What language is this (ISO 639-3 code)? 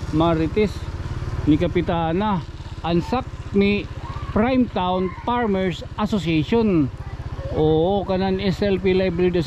war